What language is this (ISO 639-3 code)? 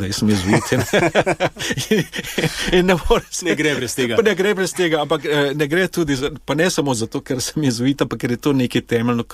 slv